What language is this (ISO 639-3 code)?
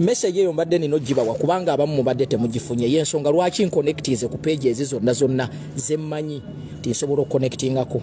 lug